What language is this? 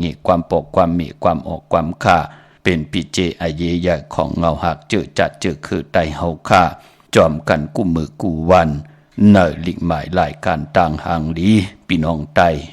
Shan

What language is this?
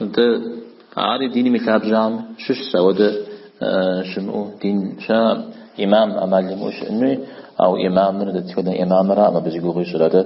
Kabardian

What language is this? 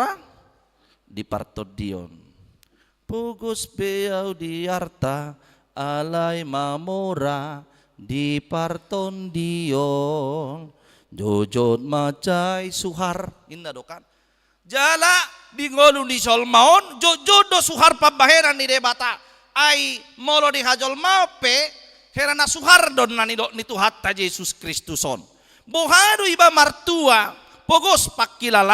Batak Toba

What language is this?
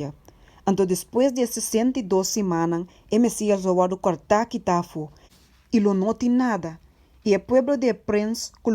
Papiamento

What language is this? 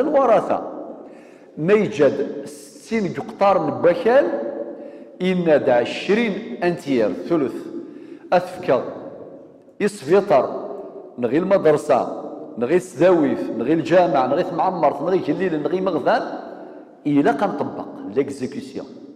Kabyle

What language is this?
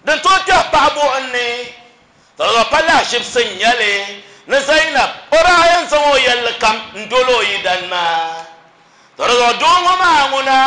Dagbani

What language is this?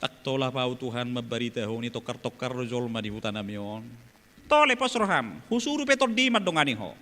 Batak Toba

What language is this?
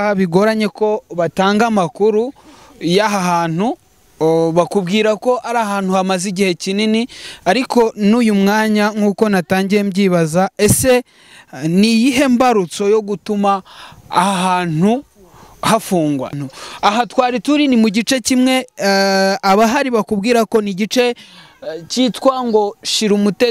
Kinyarwanda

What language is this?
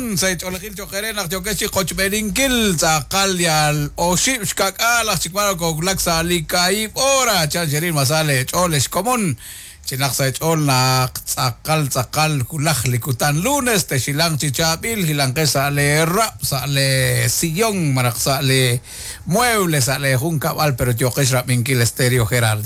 Kekchí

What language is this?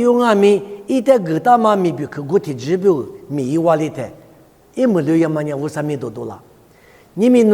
Lisu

